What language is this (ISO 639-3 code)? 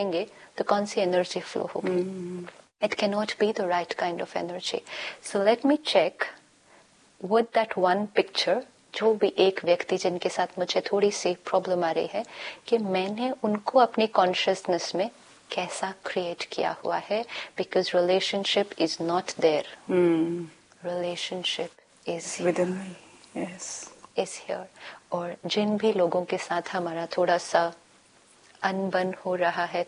hin